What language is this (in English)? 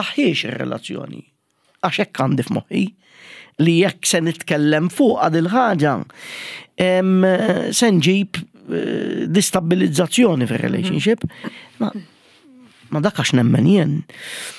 Maltese